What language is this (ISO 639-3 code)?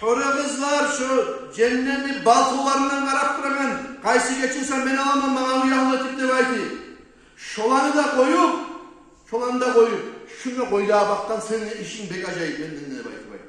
kum